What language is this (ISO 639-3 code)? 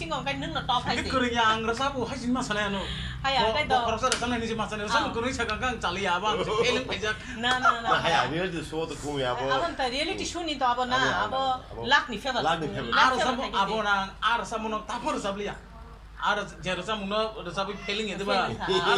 trp